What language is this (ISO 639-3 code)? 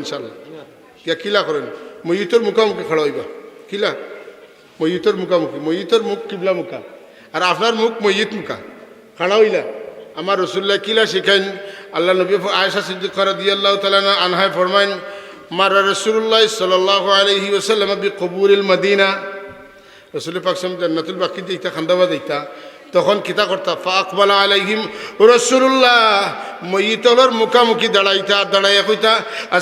syl